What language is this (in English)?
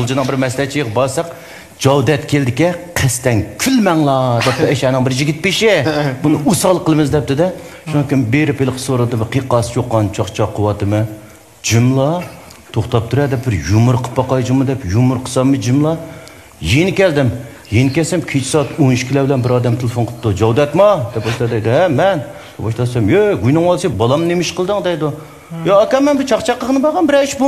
Uyghur